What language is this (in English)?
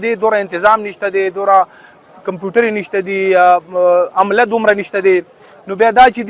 Pashto